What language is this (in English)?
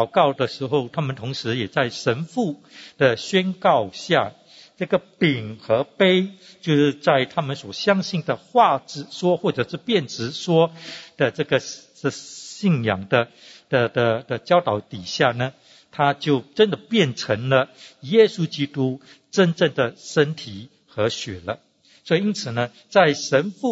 Chinese